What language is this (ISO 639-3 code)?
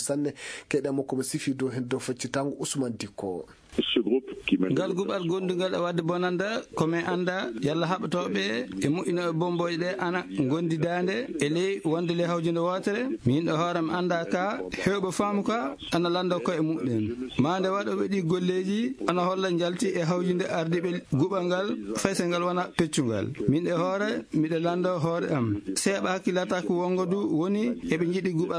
ful